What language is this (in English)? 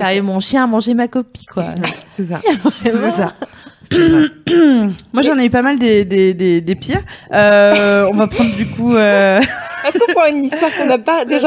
French